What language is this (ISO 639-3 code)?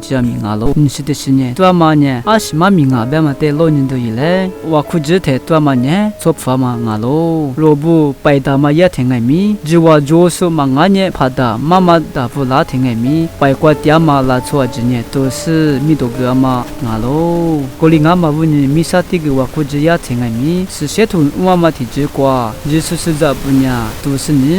lis